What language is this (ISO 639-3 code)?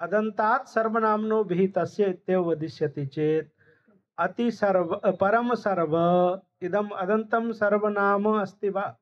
san